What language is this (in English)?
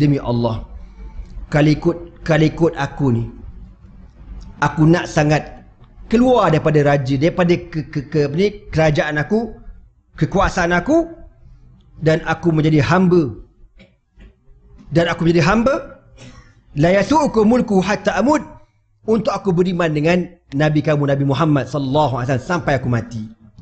Malay